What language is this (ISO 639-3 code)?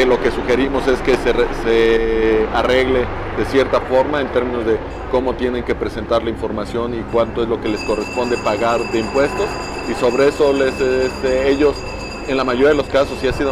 spa